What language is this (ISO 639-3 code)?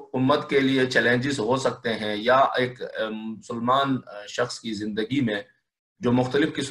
urd